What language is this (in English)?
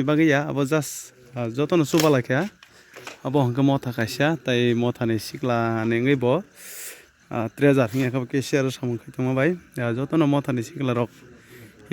Kok Borok